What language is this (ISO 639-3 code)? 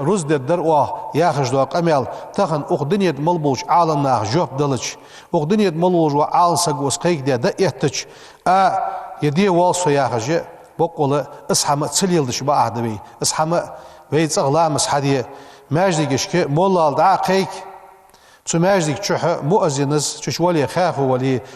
inh